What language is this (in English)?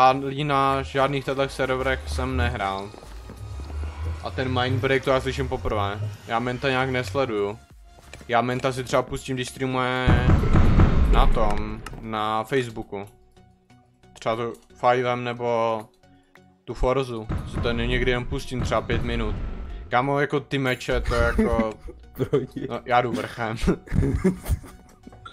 Czech